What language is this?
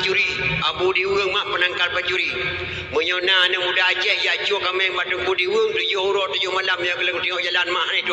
Achinese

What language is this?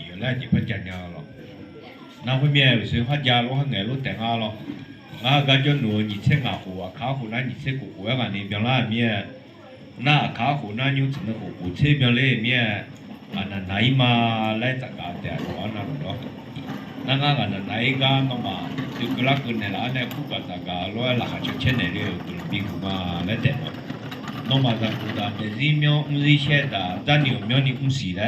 Akha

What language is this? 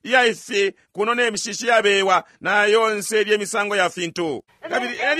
Bemba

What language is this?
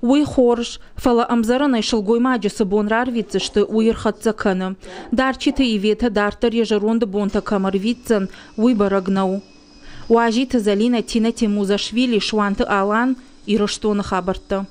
Ossetic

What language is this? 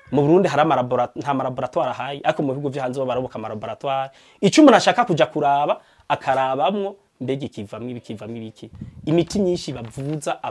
Rundi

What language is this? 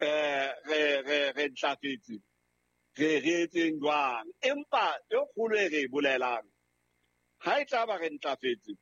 Southern Sotho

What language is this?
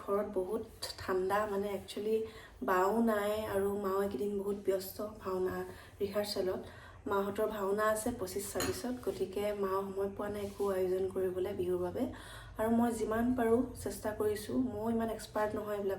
Assamese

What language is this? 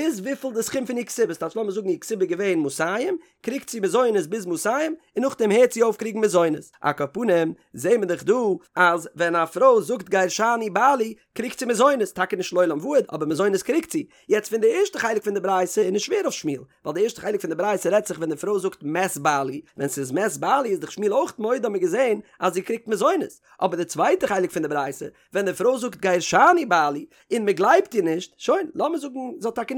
Yiddish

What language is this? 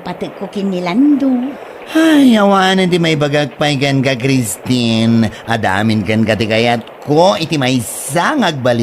Iloko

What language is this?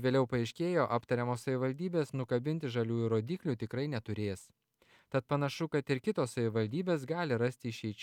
Lithuanian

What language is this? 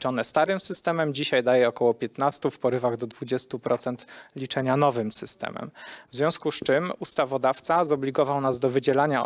Polish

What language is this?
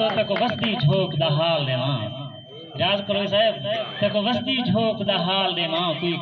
Saraiki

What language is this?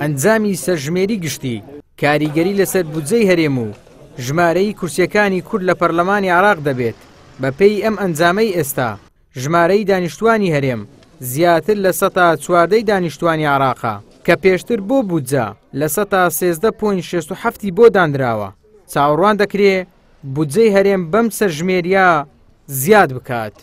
Central Kurdish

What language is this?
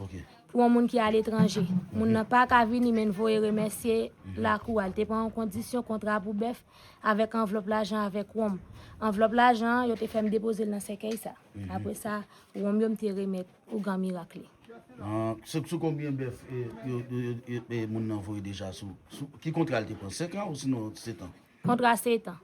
Haitian Creole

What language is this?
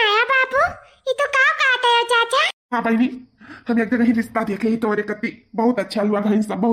Awadhi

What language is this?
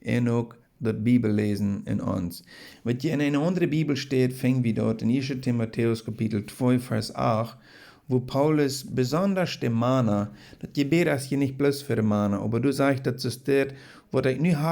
Plautdietsch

